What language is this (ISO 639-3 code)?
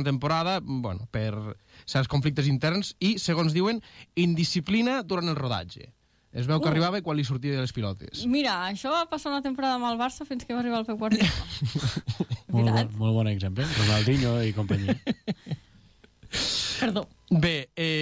cat